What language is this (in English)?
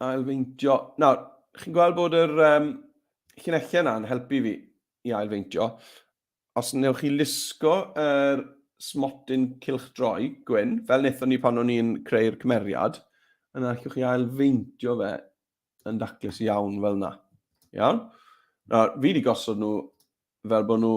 Welsh